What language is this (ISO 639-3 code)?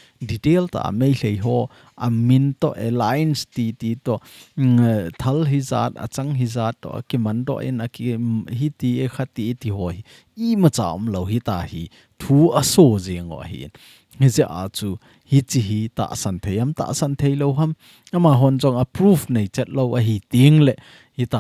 tcz